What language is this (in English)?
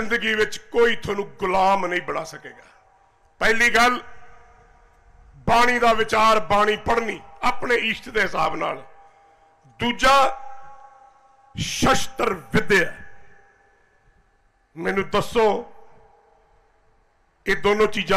Punjabi